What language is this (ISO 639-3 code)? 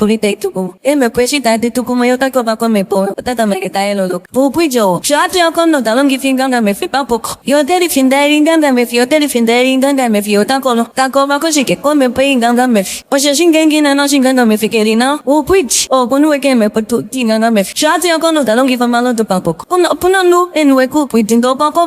ndo